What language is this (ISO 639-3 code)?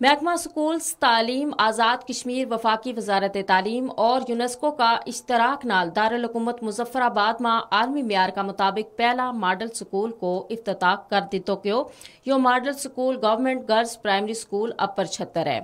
gju